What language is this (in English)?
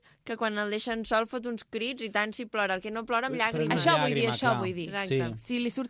Catalan